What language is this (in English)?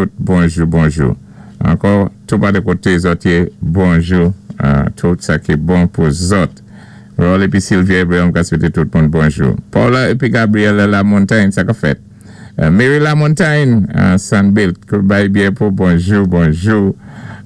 Saint Lucian Creole French